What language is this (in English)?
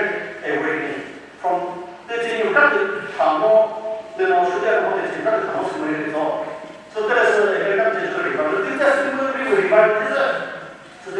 Chokri Naga